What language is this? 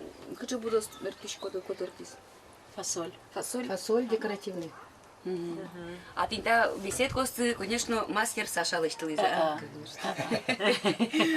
Udmurt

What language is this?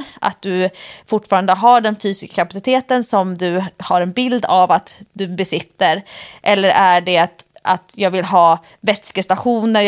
Swedish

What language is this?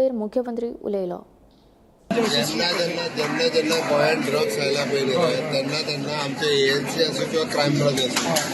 Konkani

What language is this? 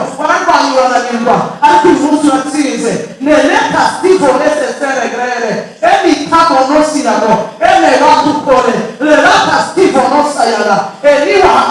Kinyarwanda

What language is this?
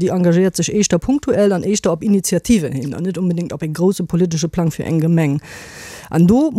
Luxembourgish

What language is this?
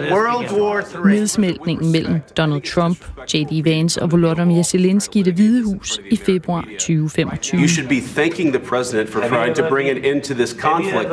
Danish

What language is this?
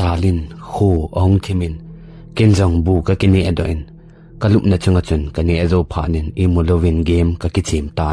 Thado Chin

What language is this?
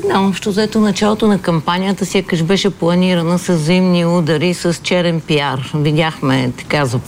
Bulgarian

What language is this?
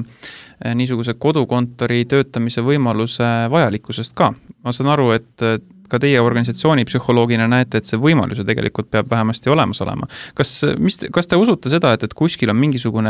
Estonian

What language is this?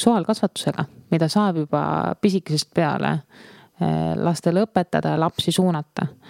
Estonian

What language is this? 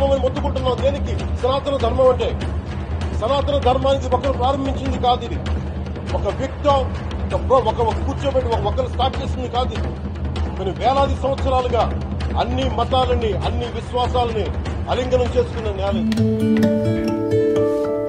Telugu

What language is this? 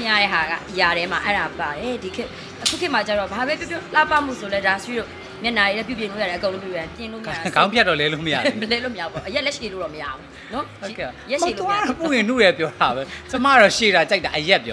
Burmese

